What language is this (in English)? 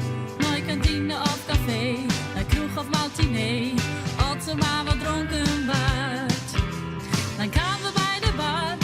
Western Frisian